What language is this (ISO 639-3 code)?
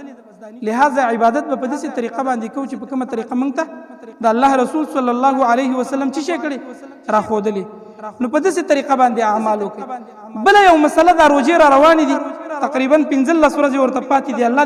pus